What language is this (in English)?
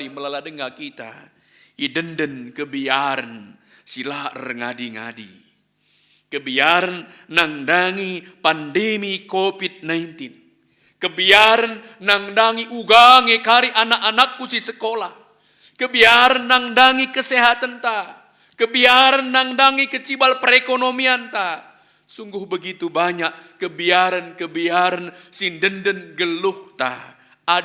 Batak Karo